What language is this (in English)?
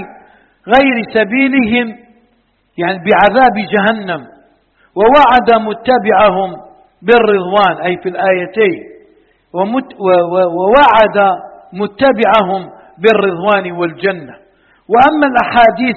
Arabic